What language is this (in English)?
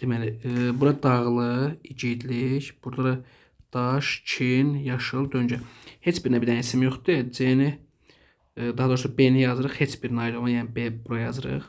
Azerbaijani